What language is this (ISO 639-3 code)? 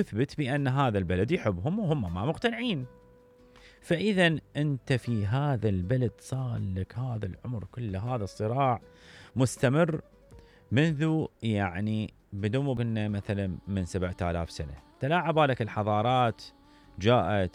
acm